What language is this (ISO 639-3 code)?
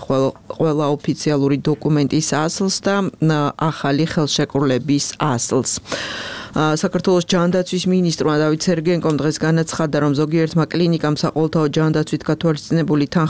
kat